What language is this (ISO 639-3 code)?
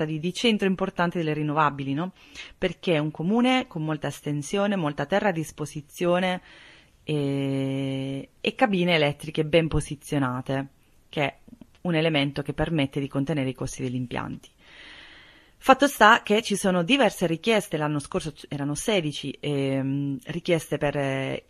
ita